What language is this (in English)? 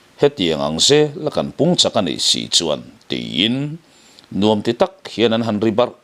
Mizo